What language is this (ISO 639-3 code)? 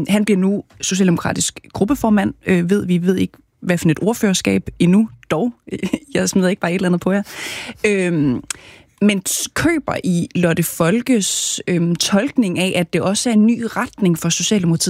dan